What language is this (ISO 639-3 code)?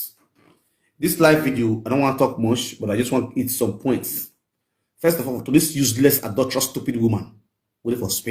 pcm